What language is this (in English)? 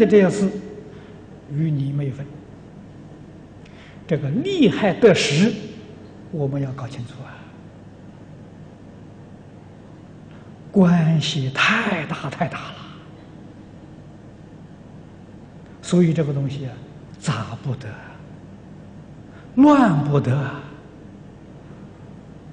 Chinese